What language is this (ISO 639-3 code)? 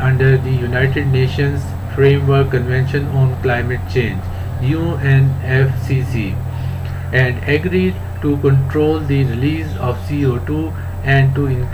eng